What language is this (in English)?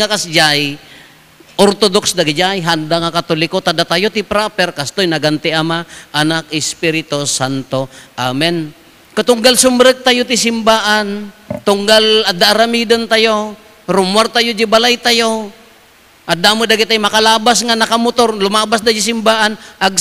Iloko